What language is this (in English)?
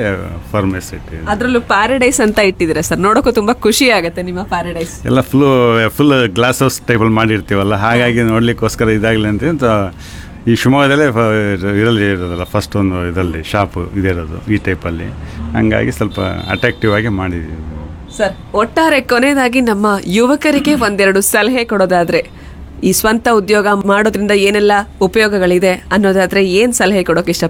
Kannada